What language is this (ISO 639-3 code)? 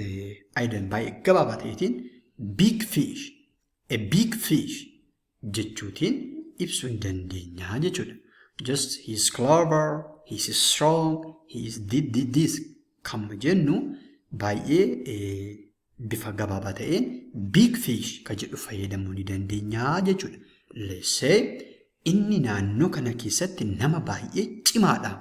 orm